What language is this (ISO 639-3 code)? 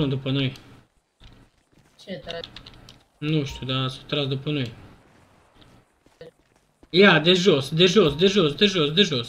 ron